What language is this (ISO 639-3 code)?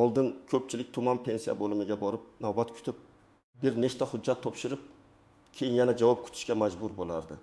uzb